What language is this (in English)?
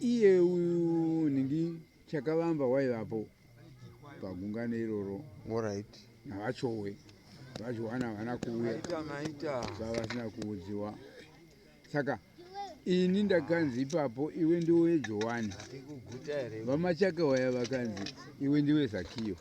Shona